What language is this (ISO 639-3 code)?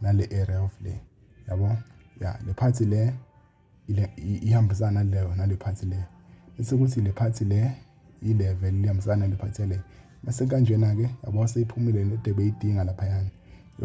zul